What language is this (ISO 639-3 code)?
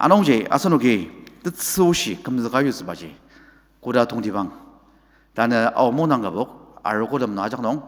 njo